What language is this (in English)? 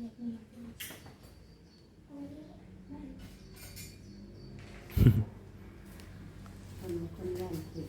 Lao